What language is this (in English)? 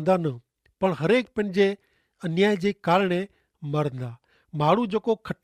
Kachhi